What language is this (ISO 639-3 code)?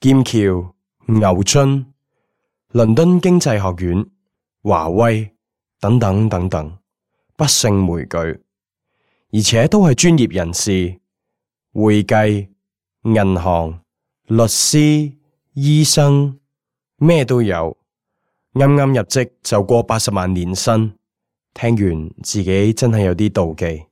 yue